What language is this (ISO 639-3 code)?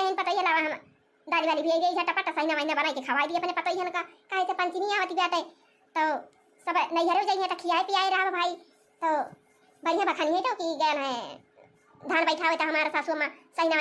awa